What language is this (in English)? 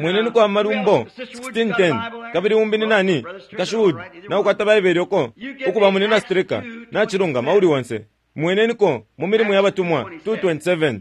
Bemba